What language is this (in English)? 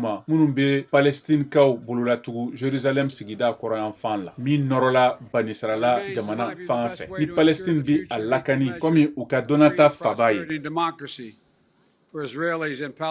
Bambara